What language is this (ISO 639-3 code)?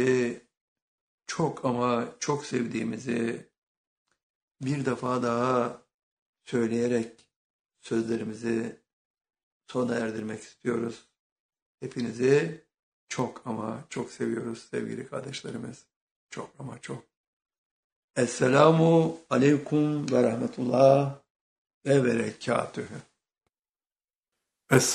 tur